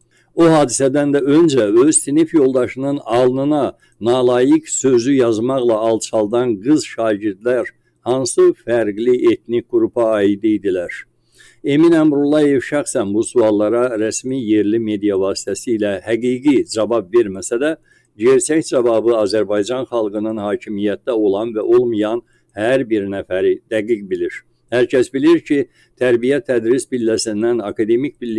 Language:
Azerbaijani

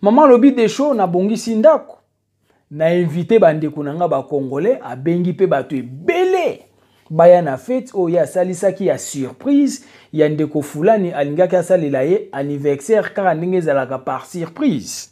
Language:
Lingala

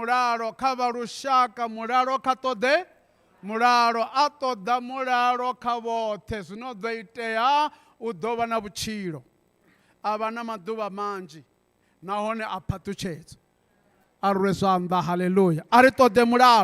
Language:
Venda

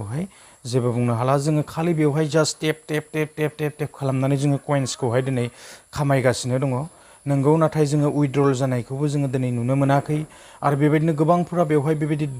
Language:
Bodo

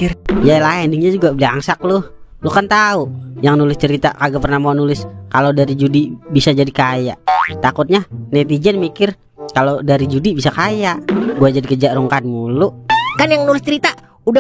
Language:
Betawi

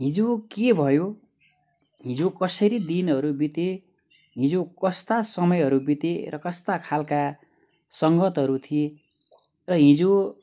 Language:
Nepali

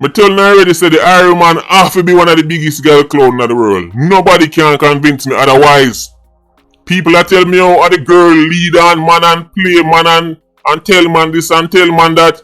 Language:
Jamaican Creole English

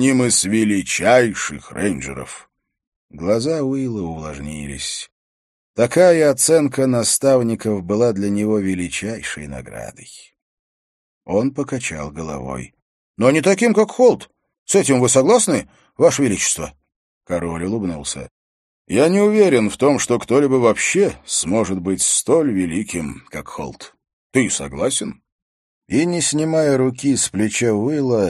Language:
Russian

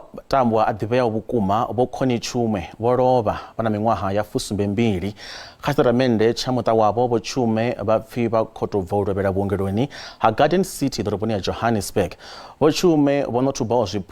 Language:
Venda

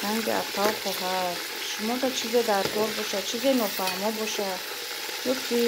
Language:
Tajik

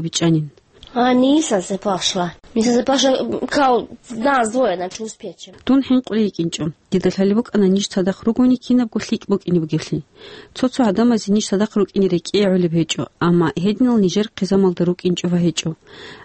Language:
Avaric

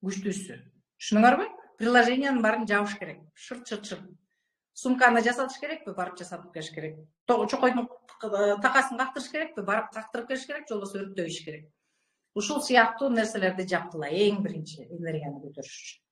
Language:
Kyrgyz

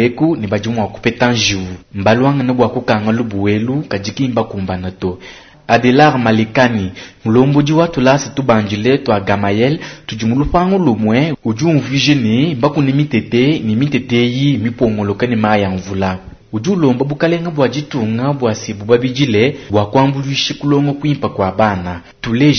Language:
Luba-Lulua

